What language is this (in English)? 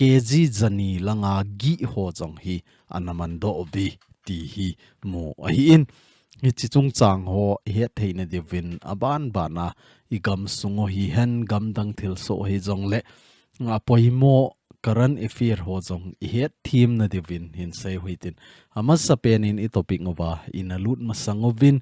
Thado Chin